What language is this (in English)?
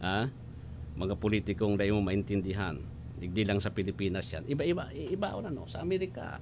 Bikol